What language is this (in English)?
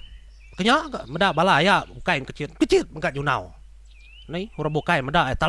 Iban